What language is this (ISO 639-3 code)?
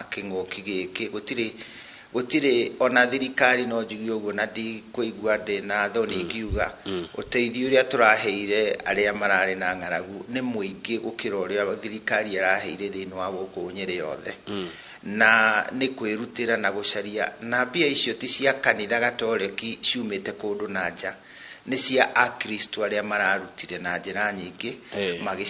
kik